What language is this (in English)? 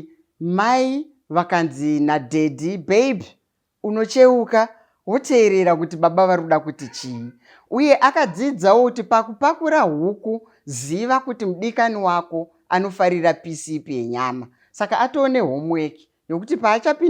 Shona